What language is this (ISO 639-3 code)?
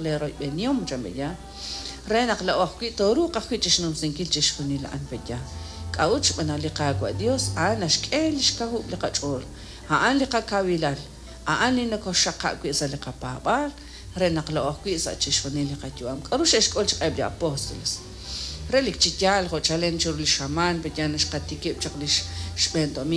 kek